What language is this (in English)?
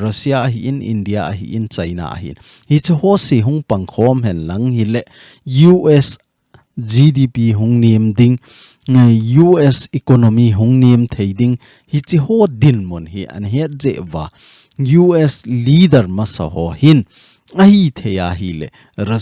Thado Chin